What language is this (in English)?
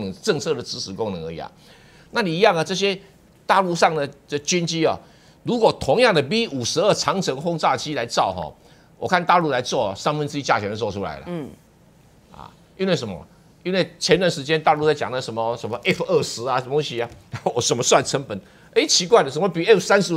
Chinese